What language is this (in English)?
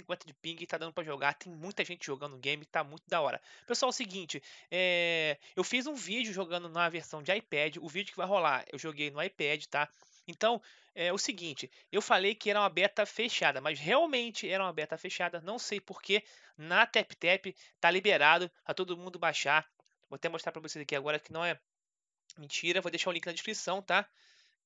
Portuguese